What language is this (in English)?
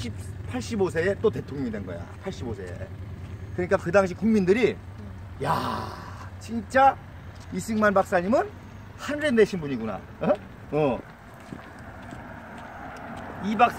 Korean